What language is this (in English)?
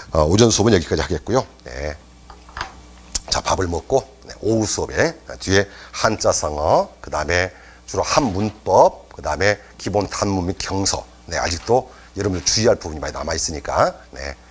Korean